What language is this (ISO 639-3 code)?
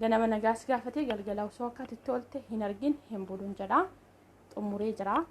orm